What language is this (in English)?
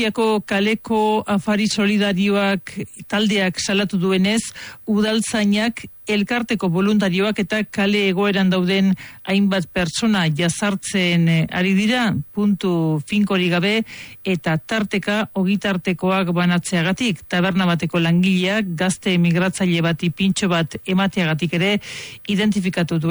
Basque